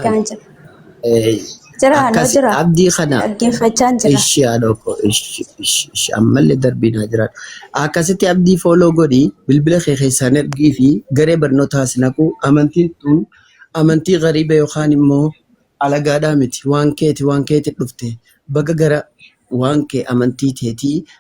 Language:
Oromo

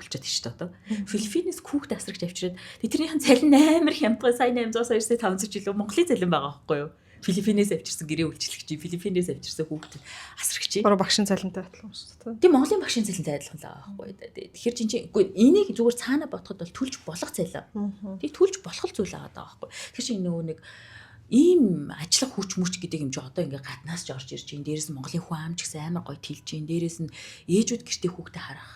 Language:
Mongolian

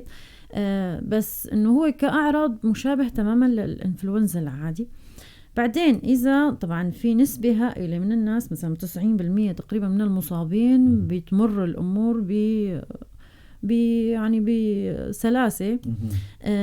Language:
North Levantine Arabic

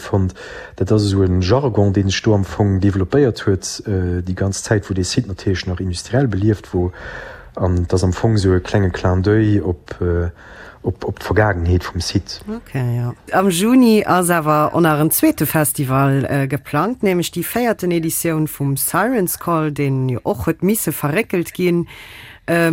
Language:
Luxembourgish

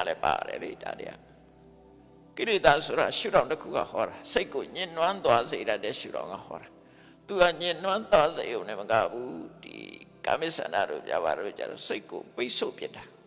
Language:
Burmese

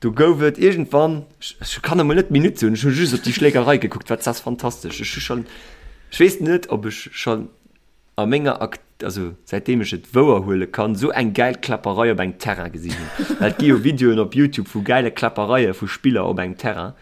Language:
Luxembourgish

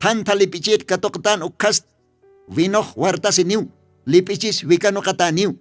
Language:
Aymara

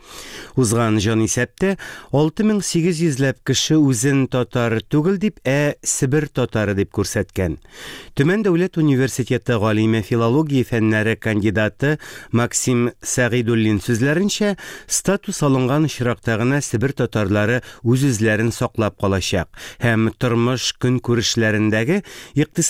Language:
Tatar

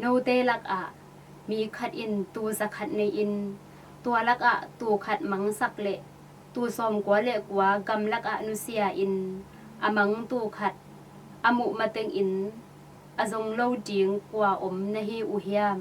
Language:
Tedim Chin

